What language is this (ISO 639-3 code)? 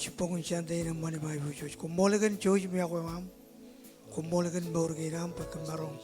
mah